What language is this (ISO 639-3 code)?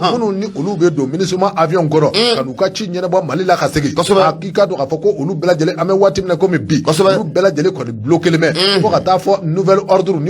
bam